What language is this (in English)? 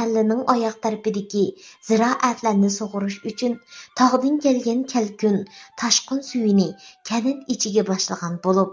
Uyghur